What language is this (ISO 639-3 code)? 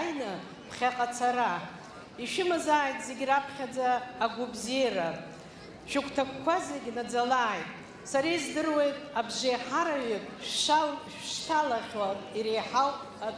abk